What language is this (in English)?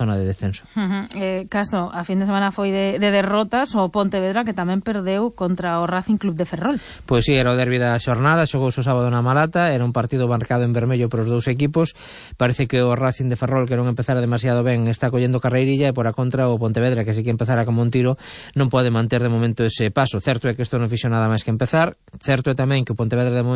Galician